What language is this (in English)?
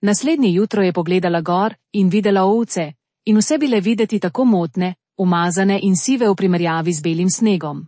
Slovenian